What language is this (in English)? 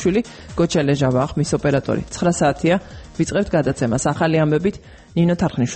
Georgian